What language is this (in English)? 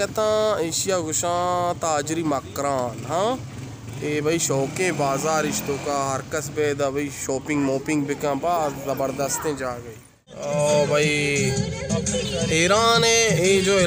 Baluchi